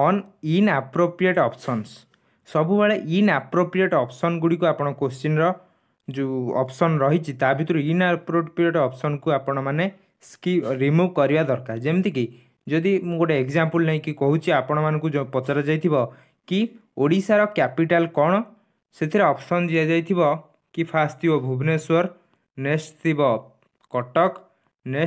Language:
Odia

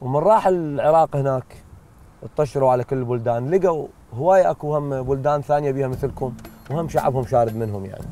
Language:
Mesopotamian Arabic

